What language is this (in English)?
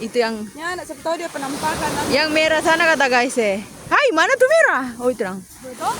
Manado Malay